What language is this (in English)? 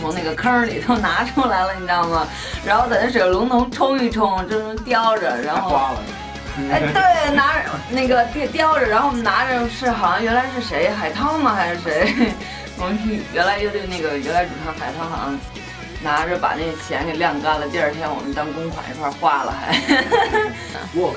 Chinese